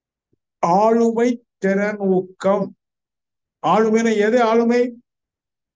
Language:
Tamil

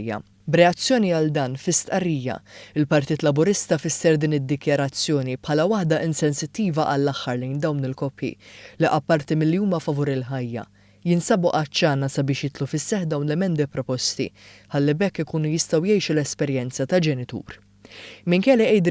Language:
Maltese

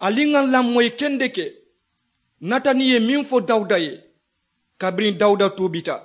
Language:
Mandingo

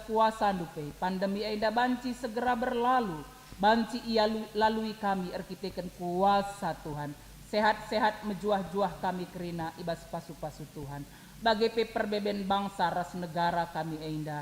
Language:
Batak Karo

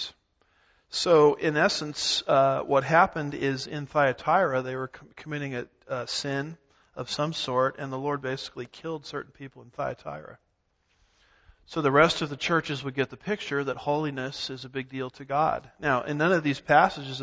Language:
English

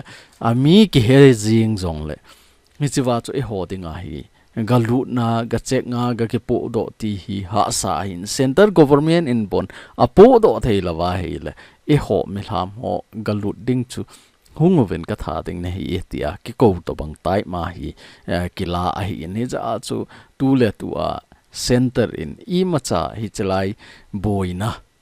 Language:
Thado Chin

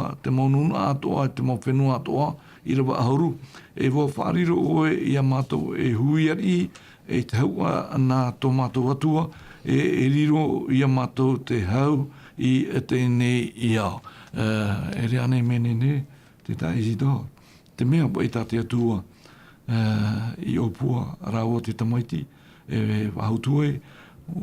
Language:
Tahitian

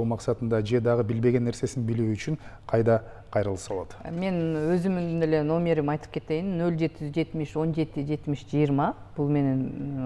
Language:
Kyrgyz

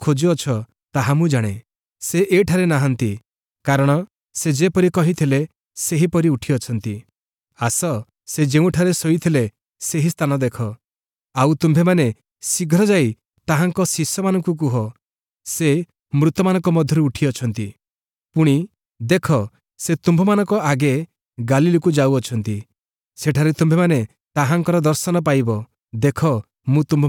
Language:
Odia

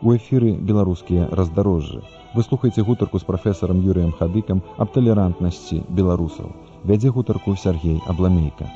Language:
Belarusian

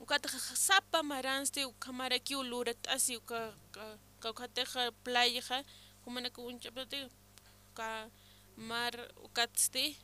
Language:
Aymara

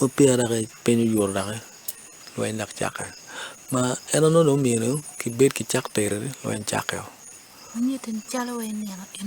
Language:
Acoli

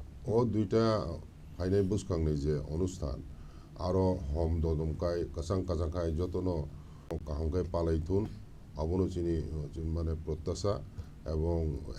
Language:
Kok Borok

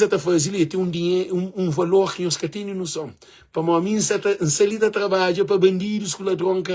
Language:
Kabuverdianu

